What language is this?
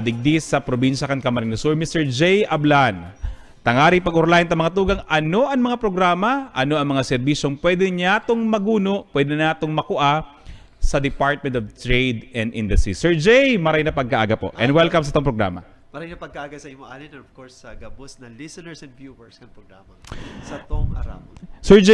Bikol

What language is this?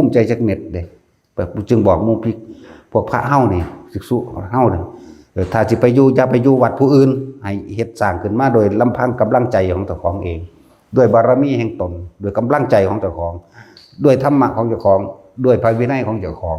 Lao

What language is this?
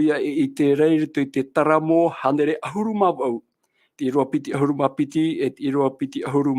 Tahitian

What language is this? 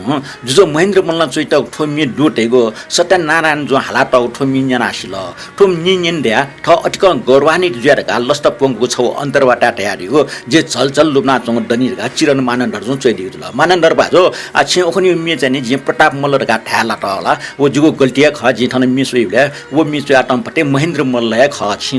Newari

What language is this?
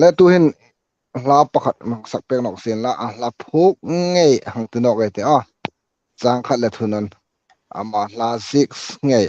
Hmar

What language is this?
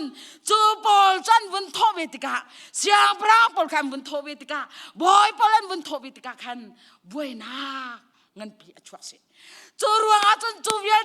Hakha Chin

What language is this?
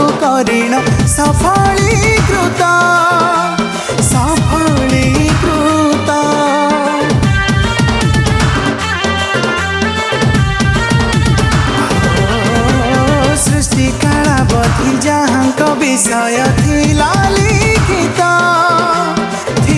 Odia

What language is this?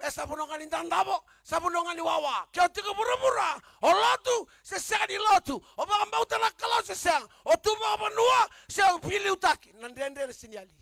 Fijian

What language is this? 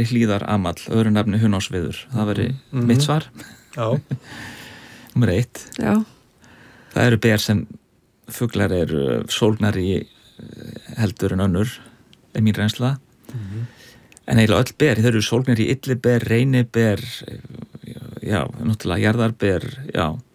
Icelandic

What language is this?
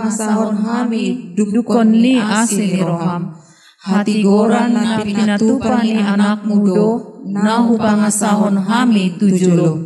Batak Toba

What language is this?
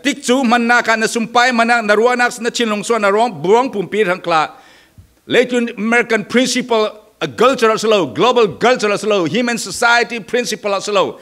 Falam Chin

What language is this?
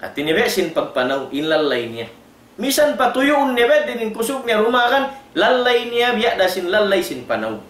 Tausug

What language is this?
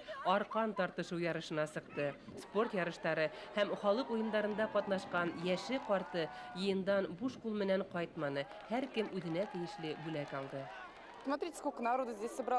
Bashkir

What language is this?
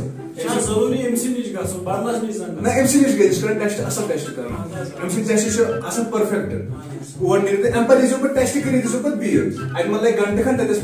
Kashmiri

